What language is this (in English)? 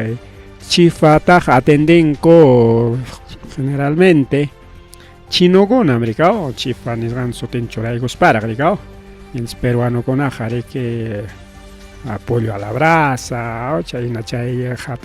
Ayacucho Quechua